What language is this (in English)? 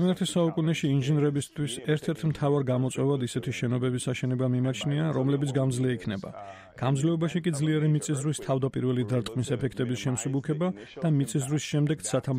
Georgian